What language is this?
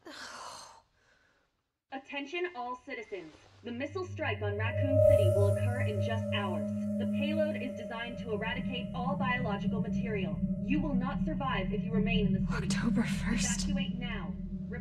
English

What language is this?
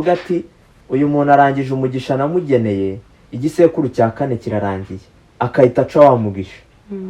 Kinyarwanda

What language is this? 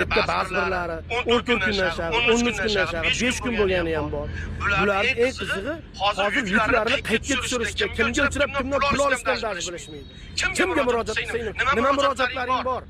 Uzbek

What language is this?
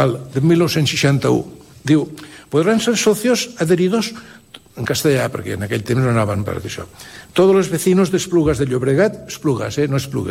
Catalan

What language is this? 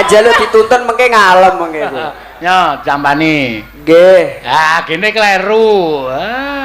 Javanese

